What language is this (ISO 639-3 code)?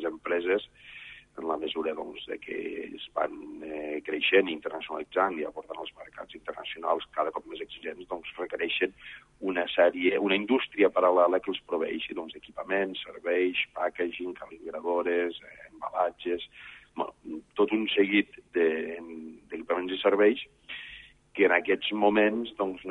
cat